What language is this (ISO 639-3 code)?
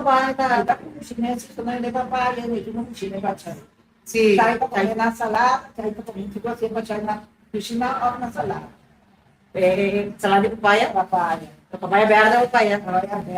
pap